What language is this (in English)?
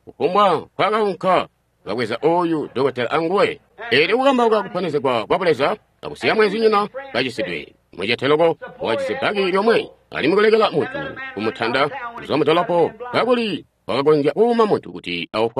Tonga (Zambia)